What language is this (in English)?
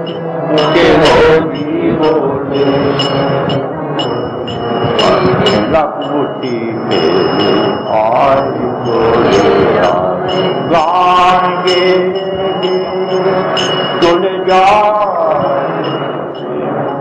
Bangla